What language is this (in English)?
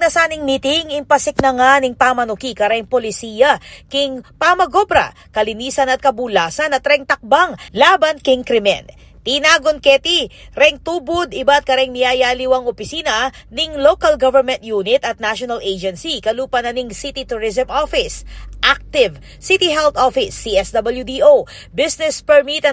Pampanga